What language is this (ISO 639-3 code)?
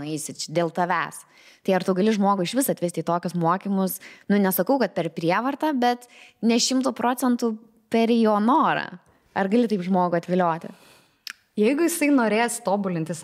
lit